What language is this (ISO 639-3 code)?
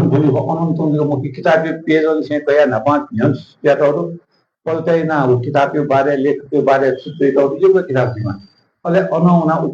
new